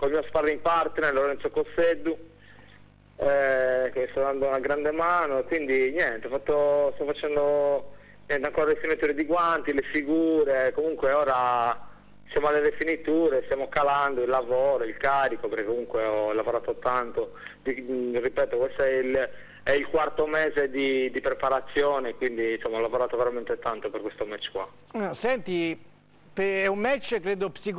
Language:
Italian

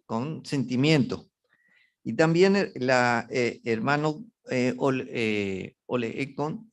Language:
Guarani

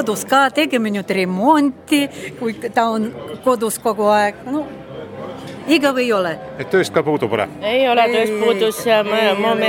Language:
Estonian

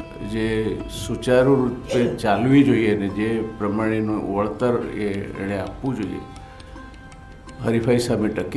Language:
Gujarati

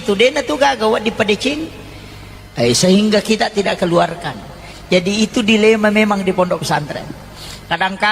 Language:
Buginese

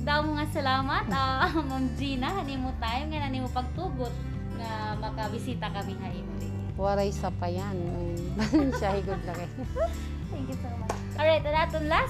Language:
Waray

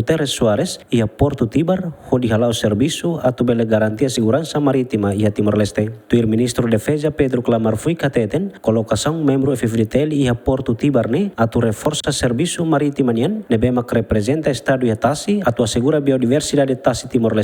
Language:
Tetum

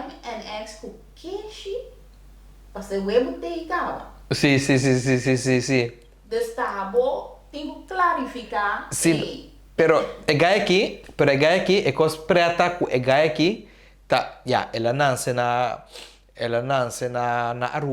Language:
Papiamento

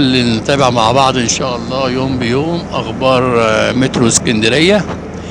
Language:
Egyptian Arabic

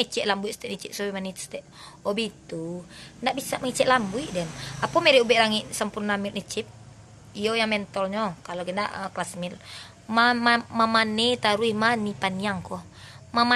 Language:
Minangkabau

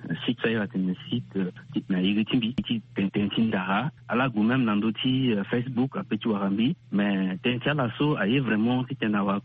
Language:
Sango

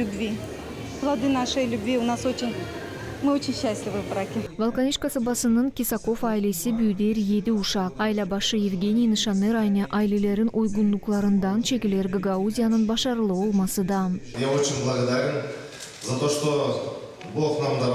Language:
Gagauz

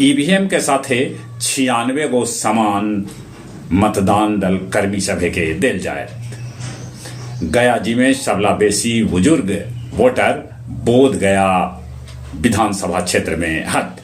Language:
Magahi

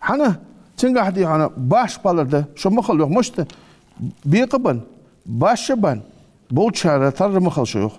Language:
Ingush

